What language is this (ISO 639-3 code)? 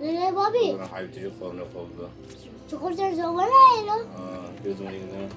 kur